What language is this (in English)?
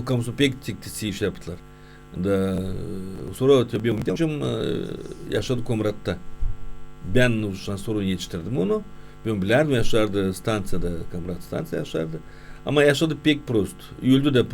Gagauz